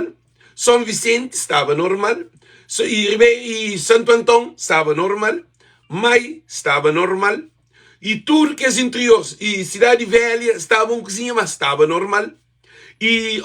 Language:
Kabuverdianu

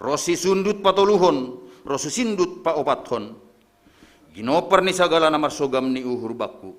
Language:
Batak Simalungun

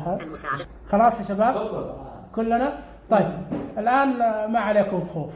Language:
Najdi Arabic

